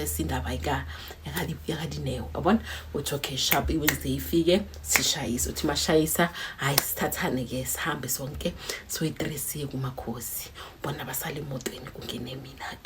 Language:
Zulu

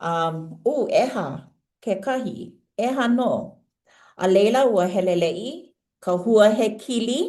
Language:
Hawaiian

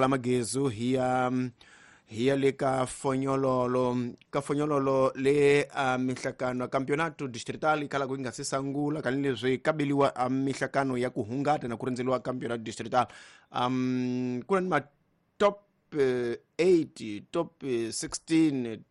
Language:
Tsonga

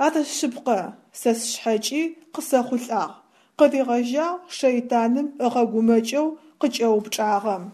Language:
Adyghe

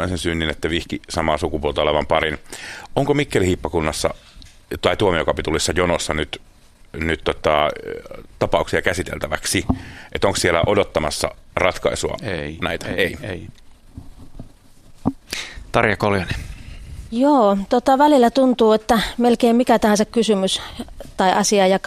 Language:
Finnish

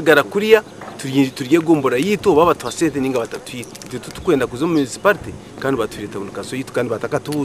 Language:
Nyankole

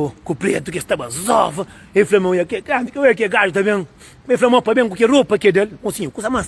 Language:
Kabuverdianu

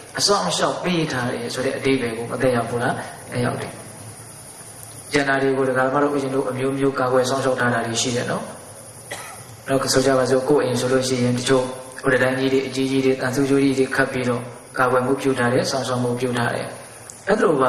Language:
Burmese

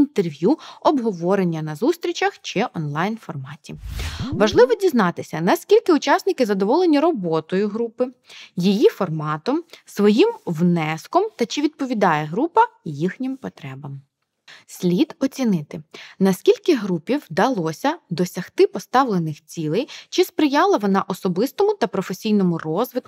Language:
Ukrainian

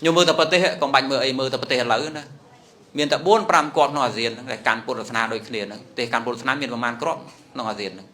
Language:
Khmer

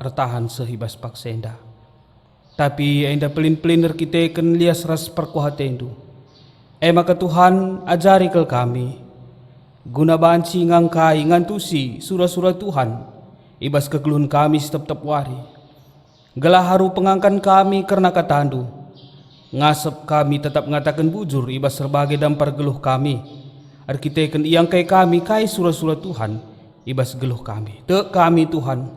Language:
Batak Karo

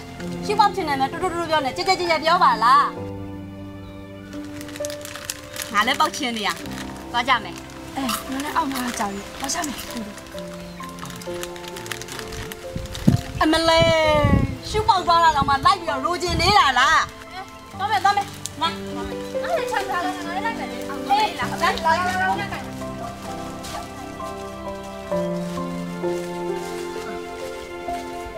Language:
Burmese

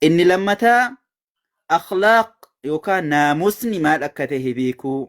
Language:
Oromo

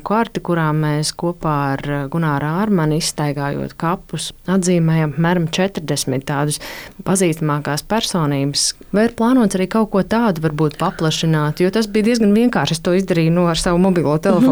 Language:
Latvian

